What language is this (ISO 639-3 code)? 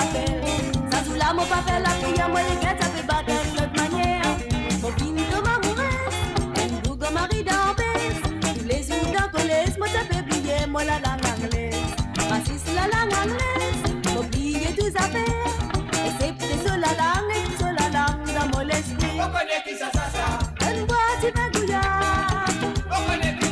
mfe